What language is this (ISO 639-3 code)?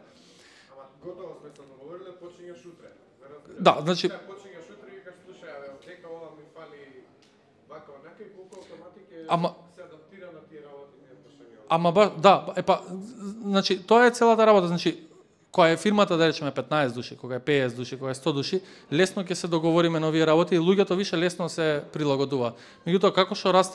mkd